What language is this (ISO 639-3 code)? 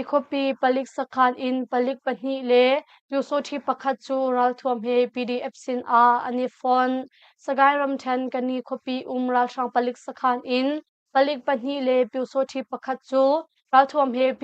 cnh